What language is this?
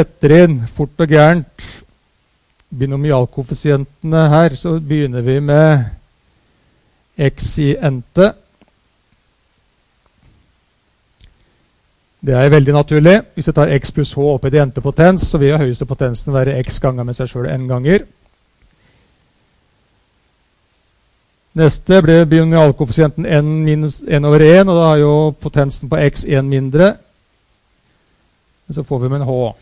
Norwegian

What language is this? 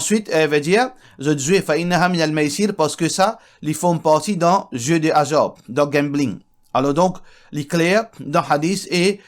Morisyen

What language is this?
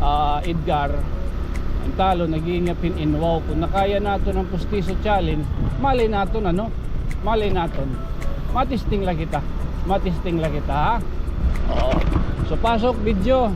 Waray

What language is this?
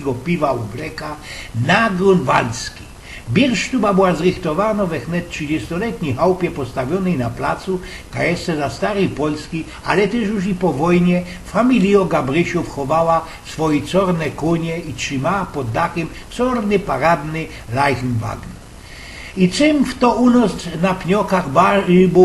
Silesian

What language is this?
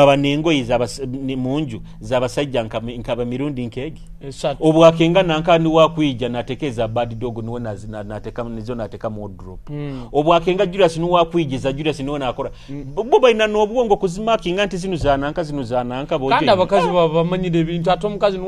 Nyoro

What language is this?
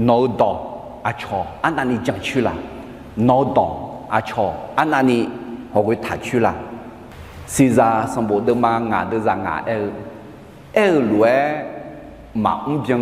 Akha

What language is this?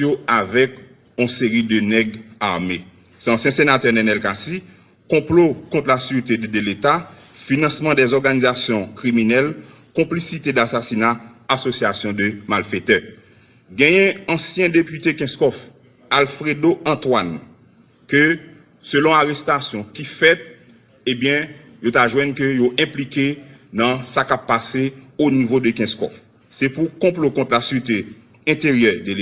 Haitian Creole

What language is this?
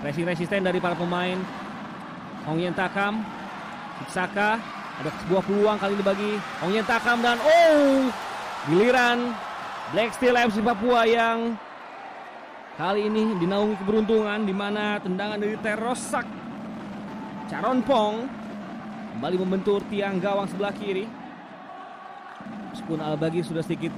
Indonesian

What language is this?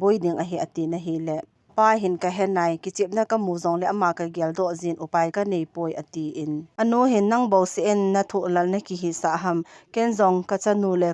Thado Chin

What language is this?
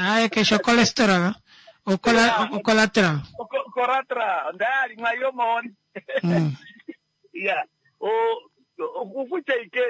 Kuanyama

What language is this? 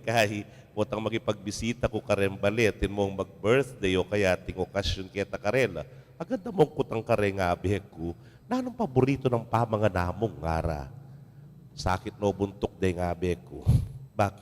Pampanga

